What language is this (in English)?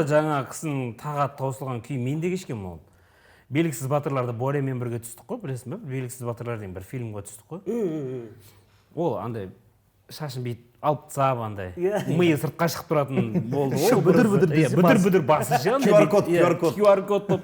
Kazakh